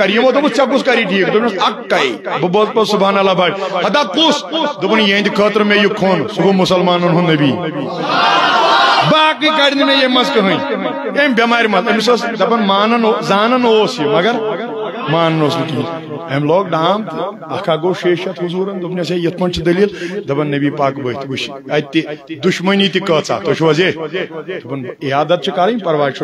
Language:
Kashmiri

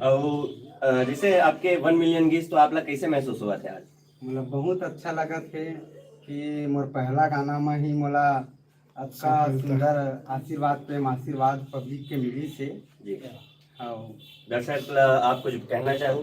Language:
Chhattisgarhi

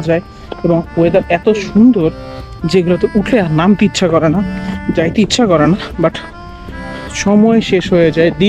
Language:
Bangla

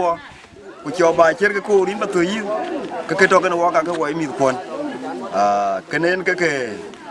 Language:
Dinka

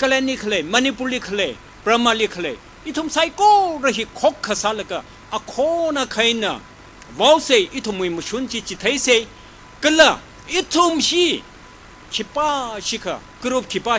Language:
Tangkhul Naga (India)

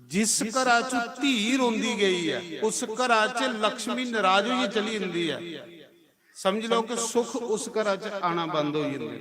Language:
Dogri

